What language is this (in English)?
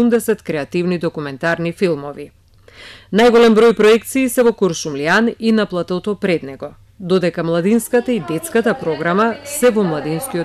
Macedonian